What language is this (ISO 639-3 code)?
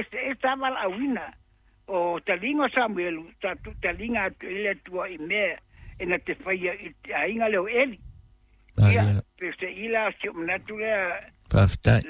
smo